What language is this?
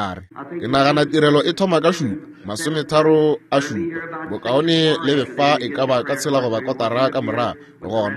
Northern Sotho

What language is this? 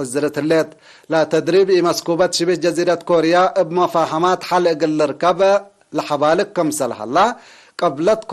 Tigre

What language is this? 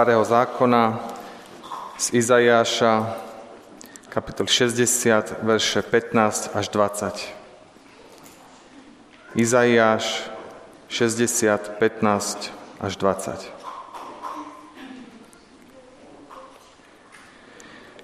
Slovak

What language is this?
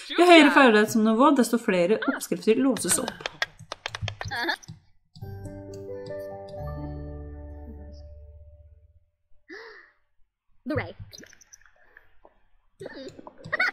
Norwegian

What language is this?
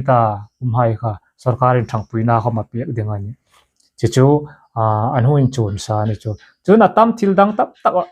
Hmar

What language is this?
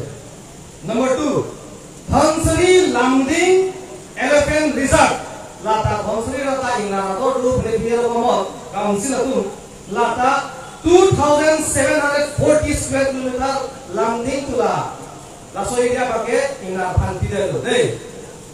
Karbi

